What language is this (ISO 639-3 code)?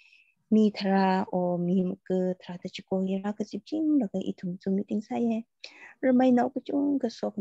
nmf